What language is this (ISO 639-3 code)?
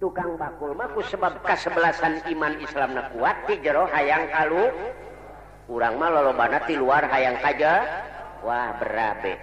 sun